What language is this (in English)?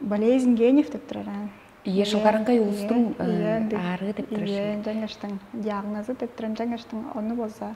Tuvinian